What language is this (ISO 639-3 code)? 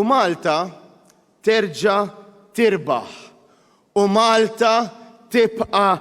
mlt